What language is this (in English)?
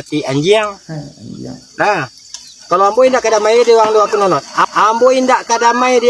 Minangkabau